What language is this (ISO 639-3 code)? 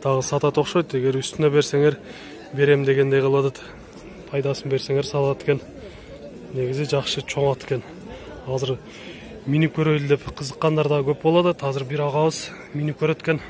kir